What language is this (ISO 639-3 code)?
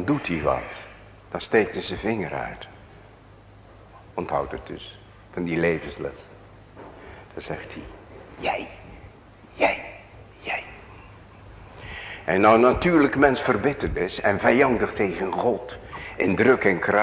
nld